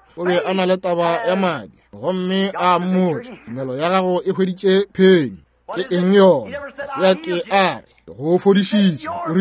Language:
Northern Sotho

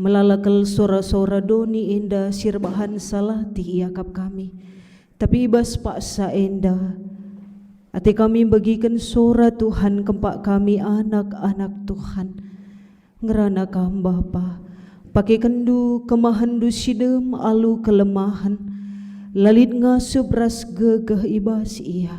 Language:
Batak Karo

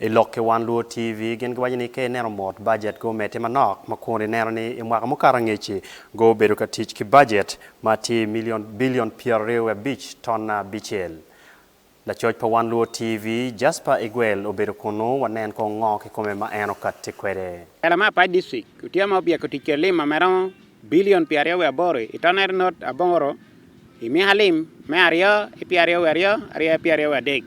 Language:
Acoli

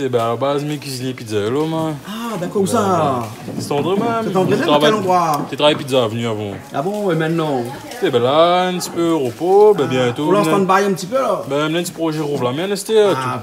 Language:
Réunion Creole French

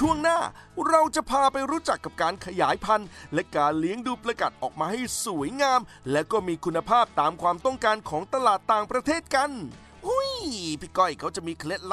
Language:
Thai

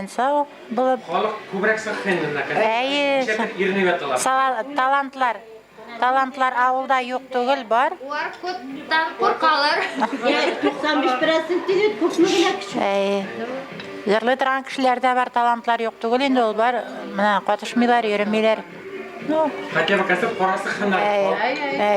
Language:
Bashkir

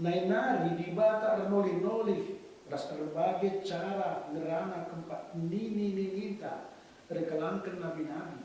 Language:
Batak Karo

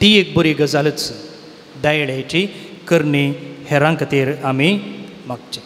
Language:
Konkani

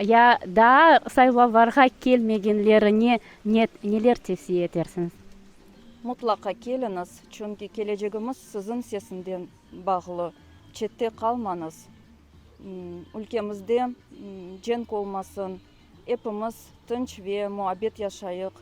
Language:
Crimean Tatar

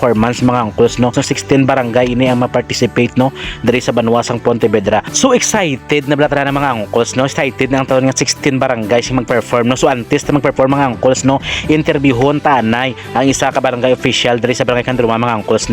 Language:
Hiligaynon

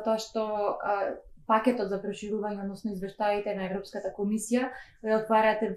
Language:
Macedonian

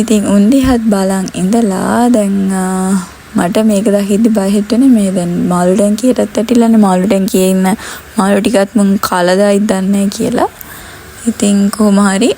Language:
Sinhala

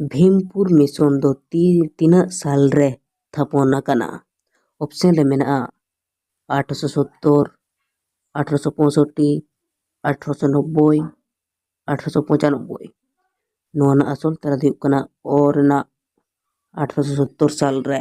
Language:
Santali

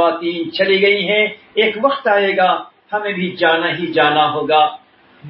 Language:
Urdu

